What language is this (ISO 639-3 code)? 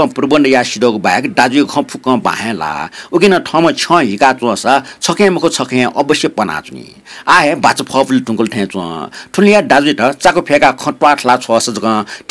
new